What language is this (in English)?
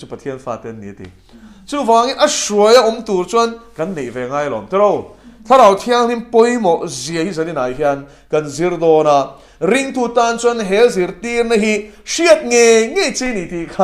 Mizo